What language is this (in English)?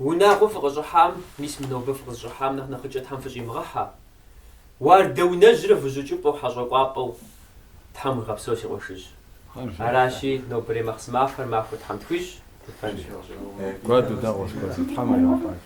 Kabardian